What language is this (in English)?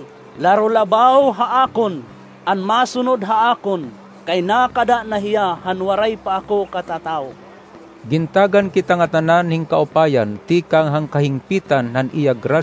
Waray